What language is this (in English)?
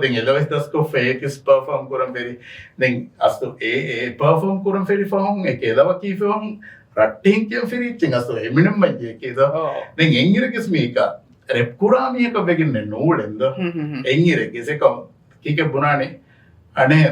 Divehi